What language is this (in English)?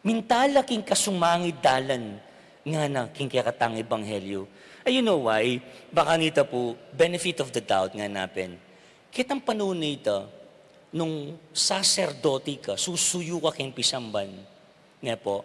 Pampanga